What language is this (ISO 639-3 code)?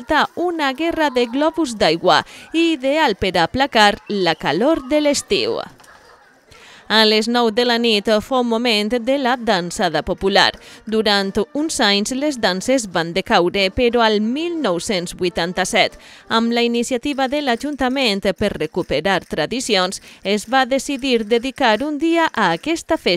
cat